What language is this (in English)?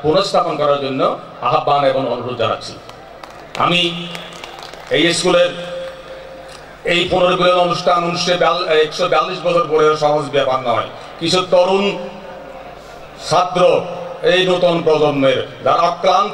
Bangla